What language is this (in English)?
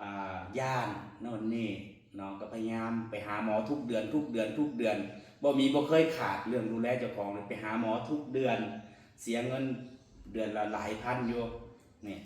Northeastern Thai